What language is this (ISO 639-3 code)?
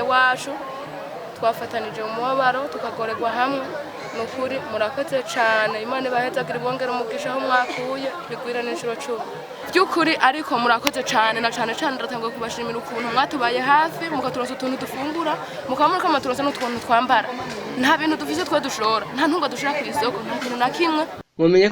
run